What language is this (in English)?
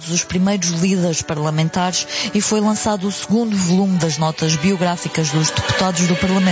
Portuguese